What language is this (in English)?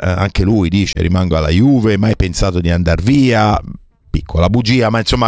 Italian